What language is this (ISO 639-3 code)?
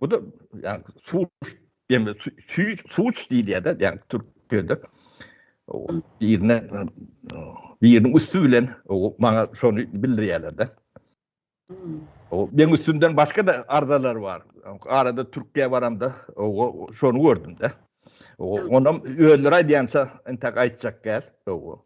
tuk